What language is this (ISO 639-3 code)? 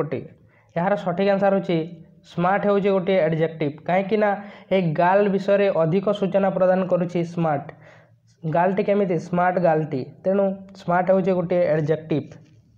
ori